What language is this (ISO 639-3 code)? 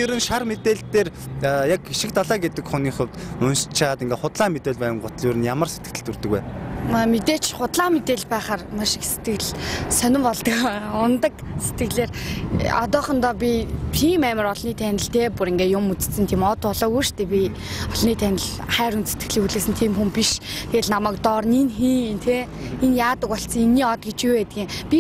mon